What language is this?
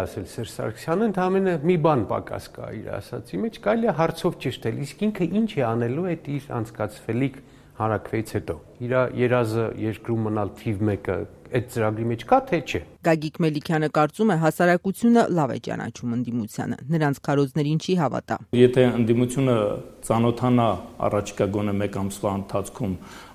Armenian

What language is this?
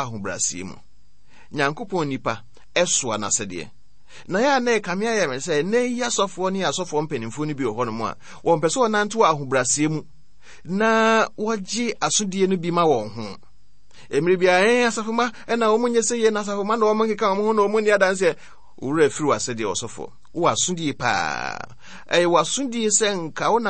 Akan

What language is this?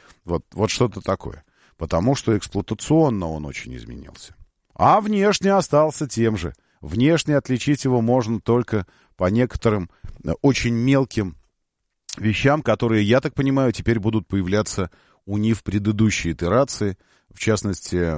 Russian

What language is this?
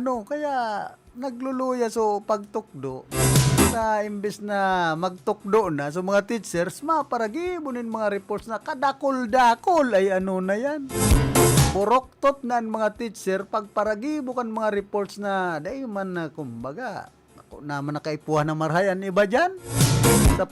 Bikol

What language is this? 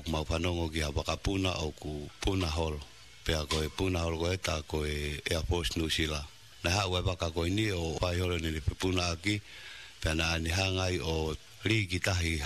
Tongan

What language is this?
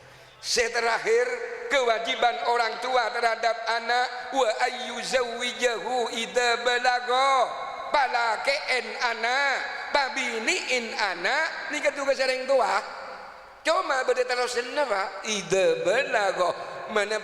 Madurese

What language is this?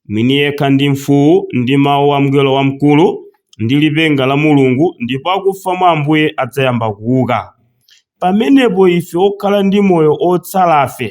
Nyanja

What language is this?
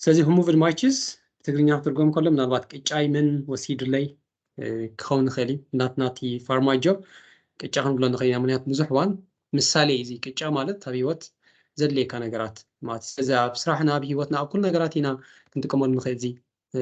Tigrinya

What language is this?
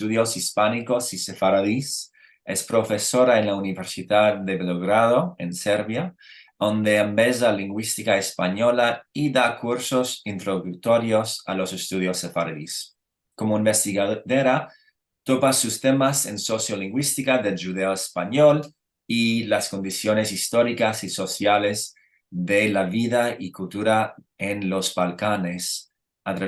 Ladino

